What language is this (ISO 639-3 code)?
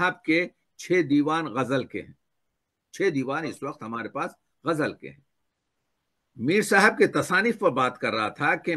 urd